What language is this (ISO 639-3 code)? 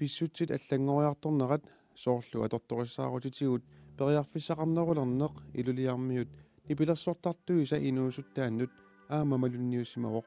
kal